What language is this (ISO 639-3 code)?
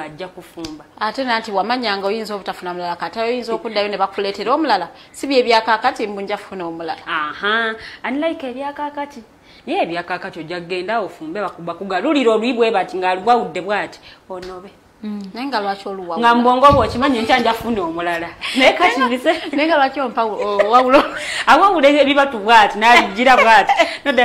lug